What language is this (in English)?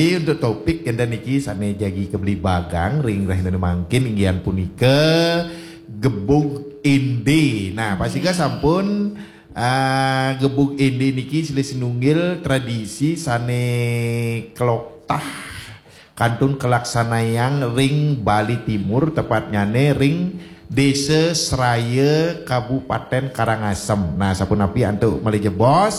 Balinese